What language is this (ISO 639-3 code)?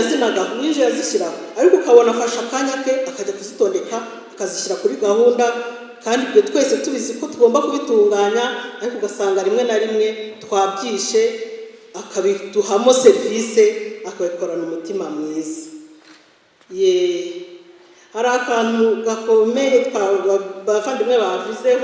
kin